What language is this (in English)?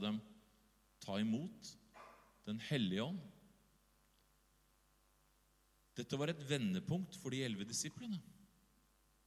Norwegian